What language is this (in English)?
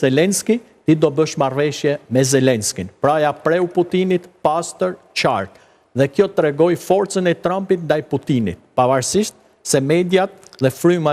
Albanian